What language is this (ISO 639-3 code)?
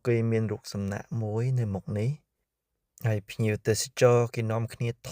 khm